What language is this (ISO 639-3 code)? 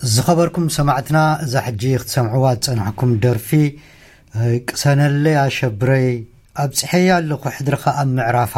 tir